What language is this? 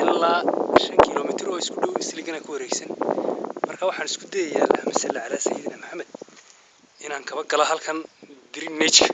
Somali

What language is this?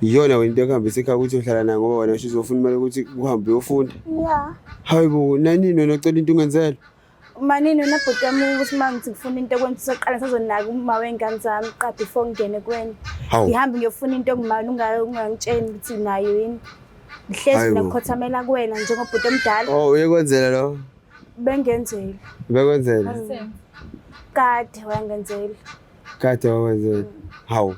Zulu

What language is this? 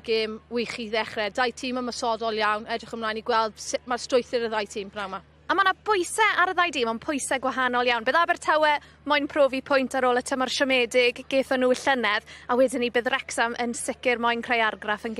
Welsh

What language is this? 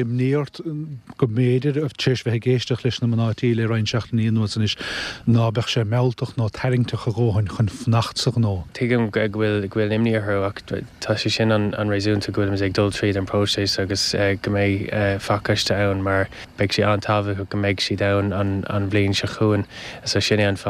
Irish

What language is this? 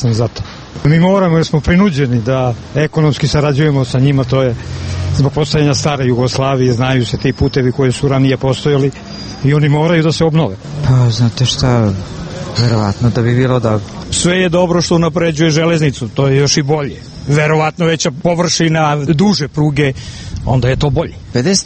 Serbian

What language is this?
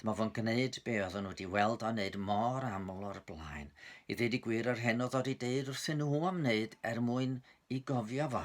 Welsh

